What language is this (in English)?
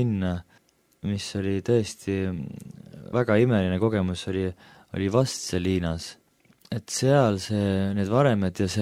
Estonian